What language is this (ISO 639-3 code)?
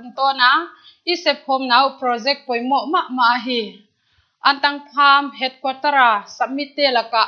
pck